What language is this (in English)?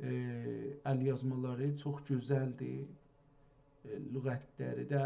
South Azerbaijani